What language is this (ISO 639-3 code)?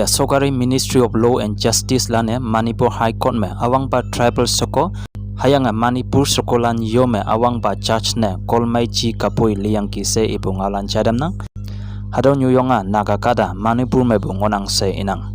nbe